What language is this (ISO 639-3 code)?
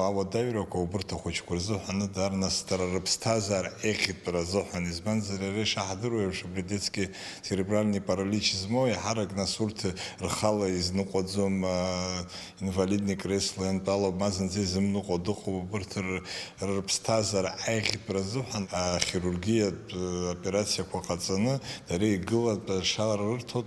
abk